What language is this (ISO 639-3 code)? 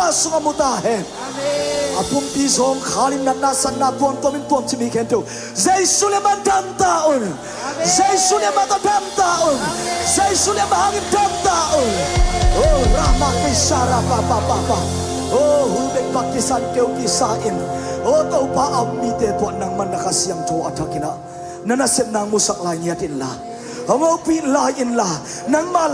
ctd